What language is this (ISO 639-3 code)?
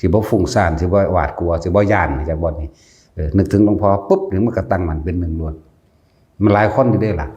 tts